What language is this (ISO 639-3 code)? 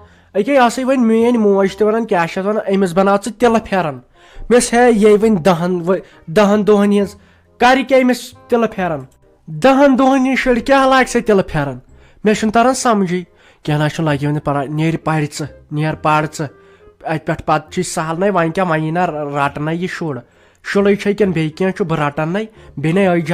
kas